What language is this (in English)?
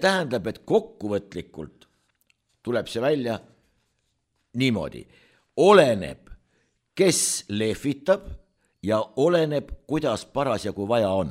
Estonian